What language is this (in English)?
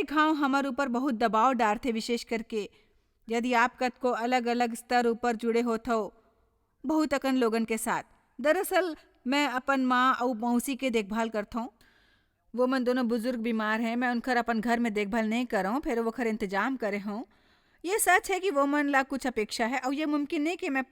Chhattisgarhi